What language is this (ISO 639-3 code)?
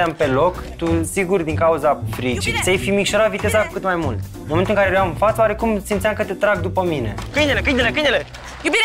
ron